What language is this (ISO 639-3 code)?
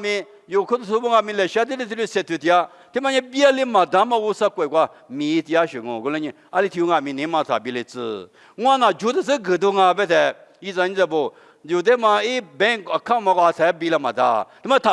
lis